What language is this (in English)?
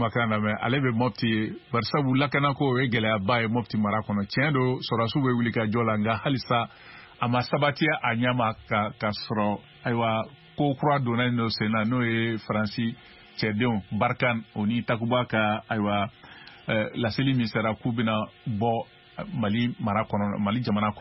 Bambara